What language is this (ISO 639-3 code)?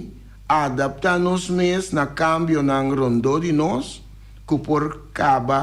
pap